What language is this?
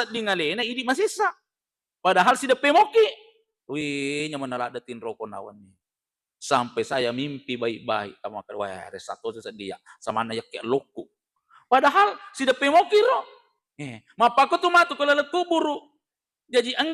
Buginese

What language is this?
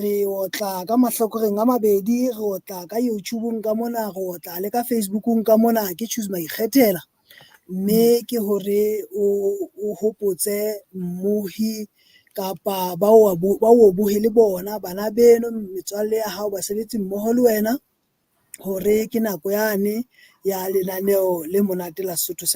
Southern Sotho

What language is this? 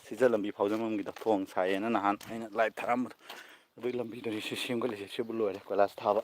Manipuri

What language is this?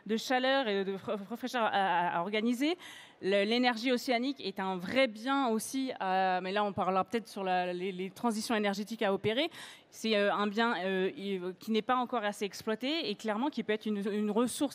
French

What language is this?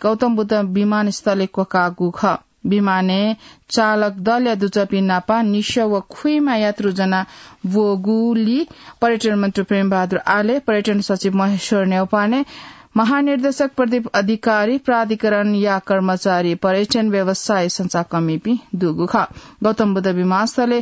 Newari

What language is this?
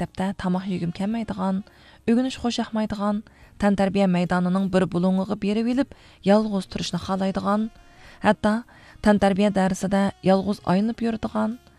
Uyghur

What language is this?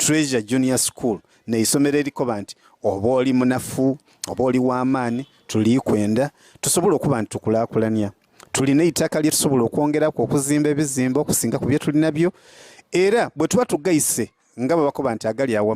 Soga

